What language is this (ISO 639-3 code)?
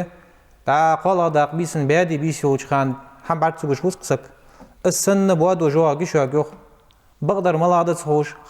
inh